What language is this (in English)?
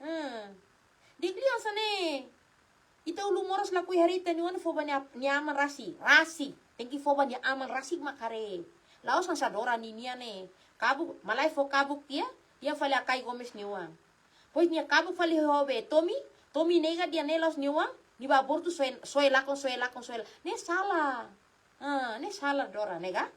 Tetum